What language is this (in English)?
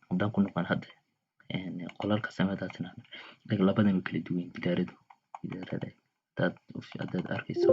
Somali